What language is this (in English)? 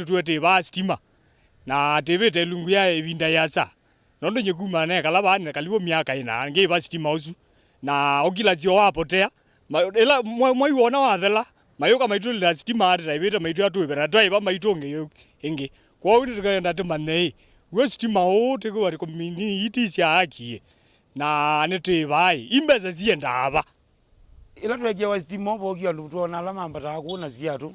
Kamba